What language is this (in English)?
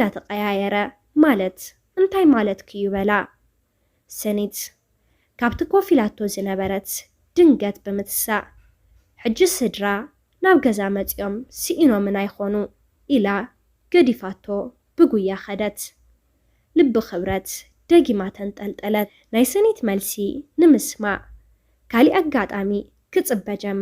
Tigrinya